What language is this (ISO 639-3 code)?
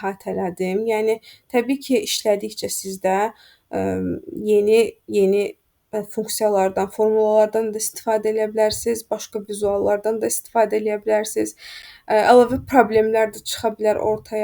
aze